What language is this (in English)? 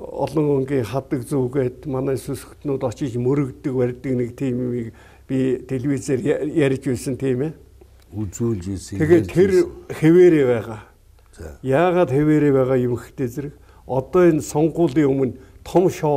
Mongolian